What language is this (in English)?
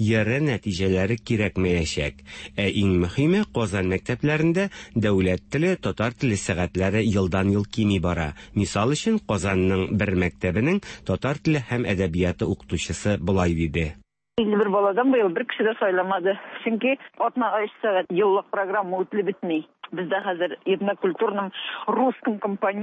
Tatar